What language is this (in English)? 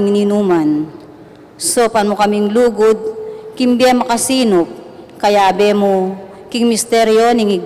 Pampanga